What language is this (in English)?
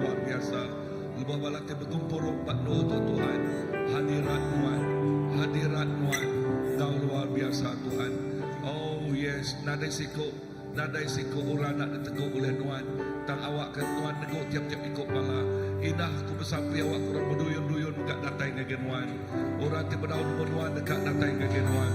Iban